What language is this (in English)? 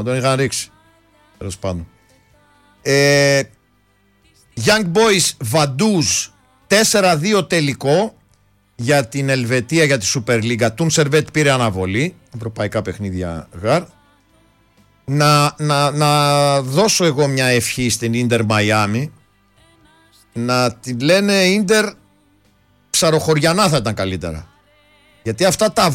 Greek